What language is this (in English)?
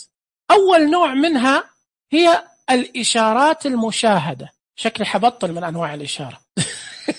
Najdi Arabic